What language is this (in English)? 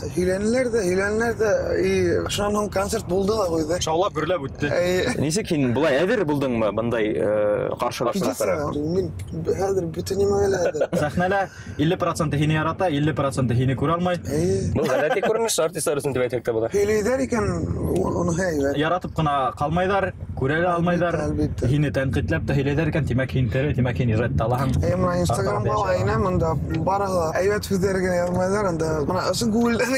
Bashkir